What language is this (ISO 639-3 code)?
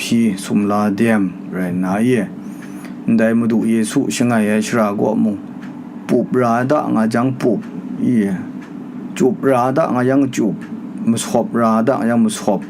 kac